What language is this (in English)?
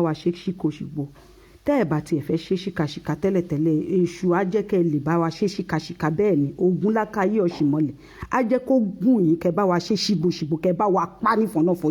Yoruba